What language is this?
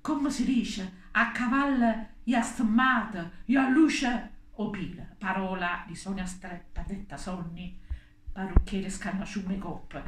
Neapolitan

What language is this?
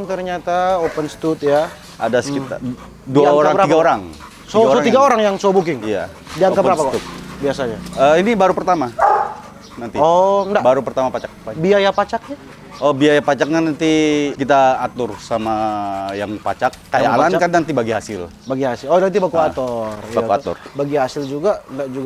Manado Malay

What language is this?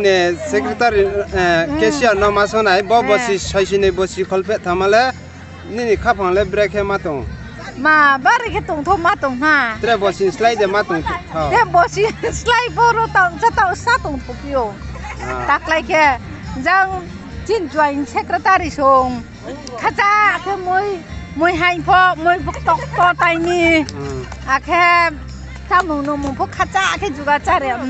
Riang (India)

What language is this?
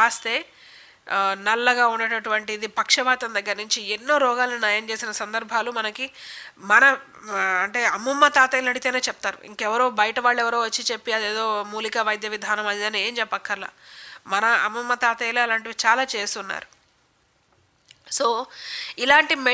Telugu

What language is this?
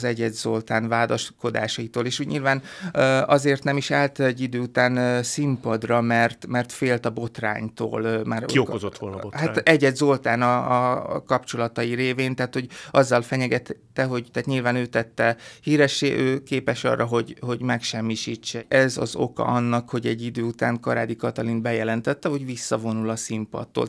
Hungarian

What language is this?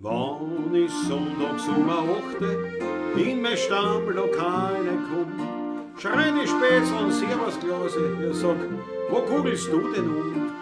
Bavarian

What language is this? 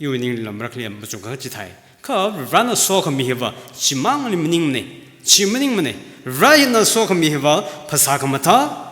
Tangkhul Naga (India)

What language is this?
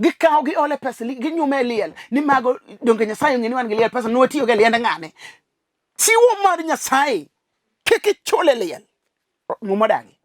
Luo (Kenya and Tanzania)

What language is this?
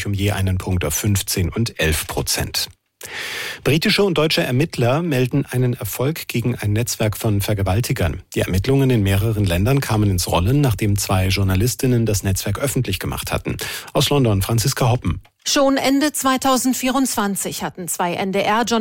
German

